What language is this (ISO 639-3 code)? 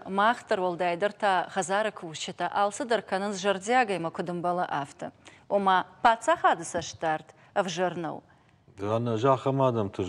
oss